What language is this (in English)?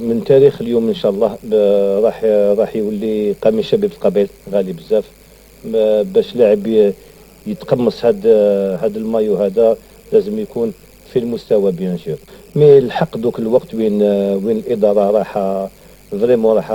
Algerian Arabic